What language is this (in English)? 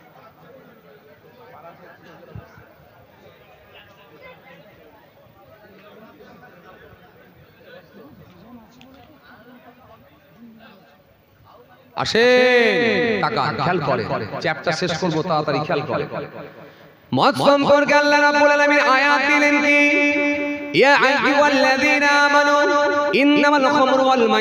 Bangla